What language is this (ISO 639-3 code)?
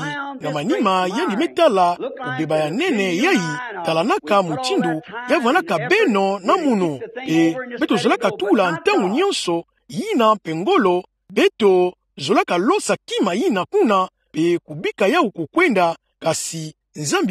ktu